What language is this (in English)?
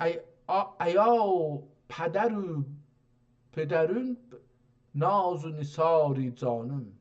South Azerbaijani